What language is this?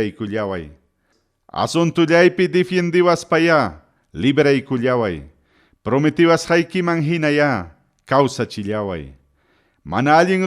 Ayacucho Quechua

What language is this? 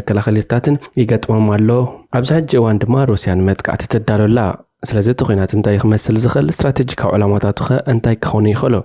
Tigrinya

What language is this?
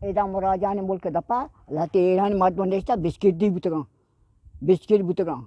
Eastern Balochi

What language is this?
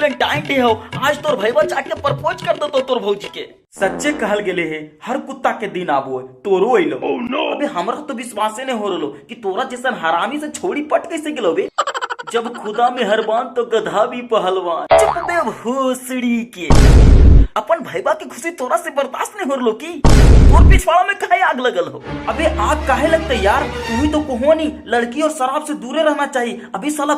Magahi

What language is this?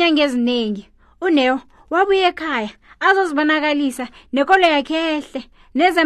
South Ndebele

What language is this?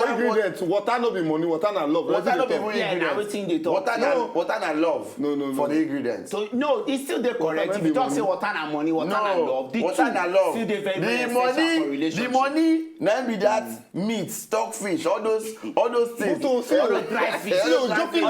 Nigerian Pidgin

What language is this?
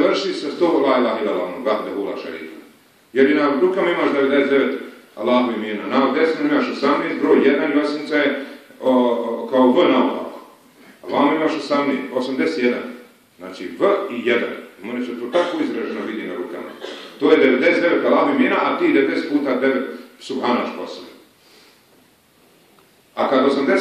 Bosnian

